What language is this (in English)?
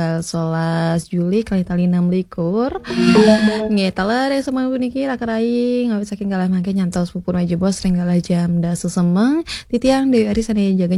Balinese